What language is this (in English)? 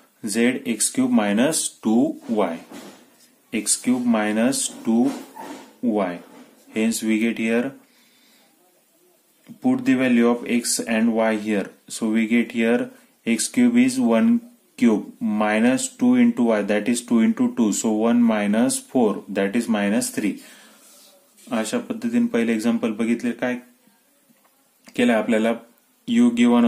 Marathi